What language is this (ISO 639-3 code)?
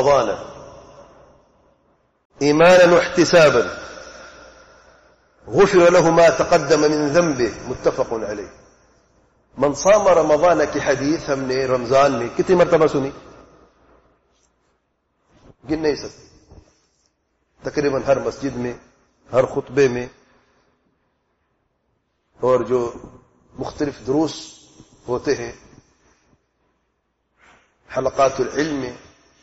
urd